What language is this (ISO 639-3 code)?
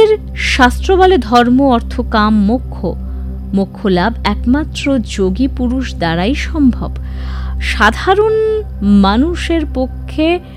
ben